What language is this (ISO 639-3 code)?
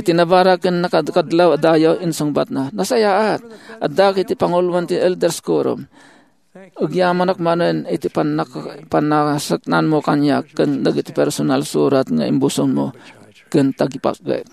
ilo